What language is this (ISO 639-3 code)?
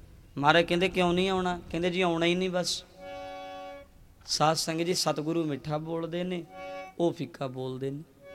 pan